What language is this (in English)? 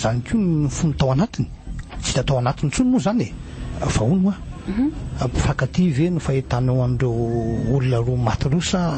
Malagasy